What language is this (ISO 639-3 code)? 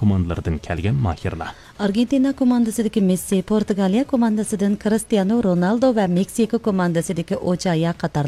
uig